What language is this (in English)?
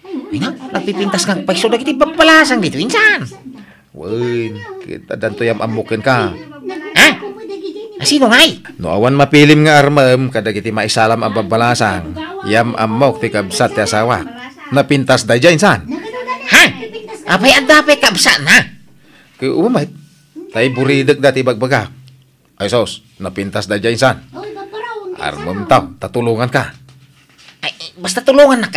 Iloko